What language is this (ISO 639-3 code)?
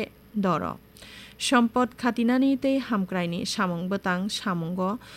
trp